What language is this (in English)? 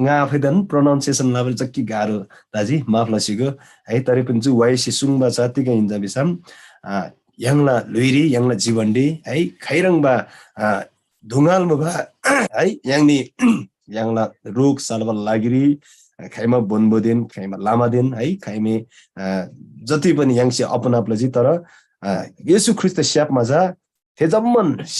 Eastern Tamang